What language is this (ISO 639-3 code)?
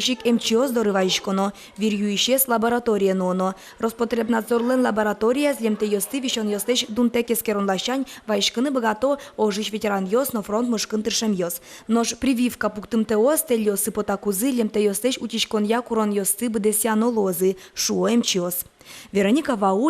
udm